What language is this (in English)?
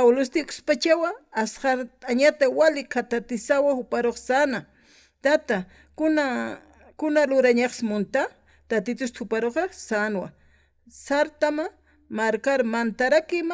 Aymara